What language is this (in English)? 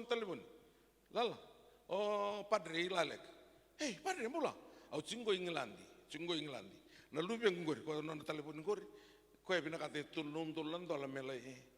Fijian